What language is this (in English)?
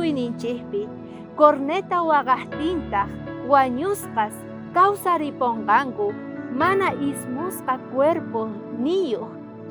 South Bolivian Quechua